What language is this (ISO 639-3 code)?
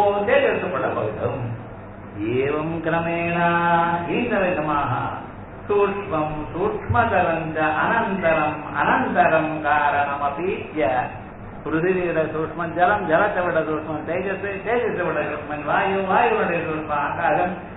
tam